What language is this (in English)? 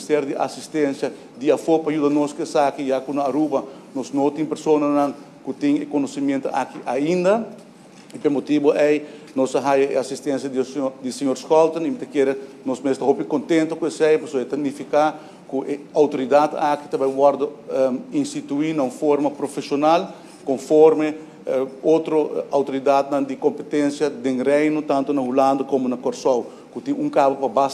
Papiamento